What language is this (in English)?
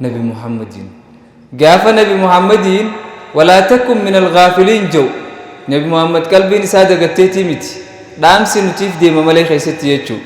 Oromo